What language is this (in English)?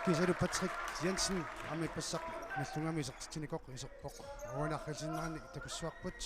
Kalaallisut